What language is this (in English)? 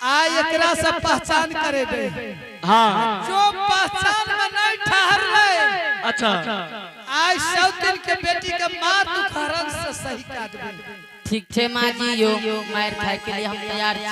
Angika